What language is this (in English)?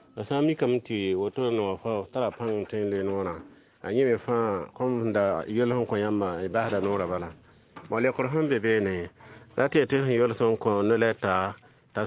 Mossi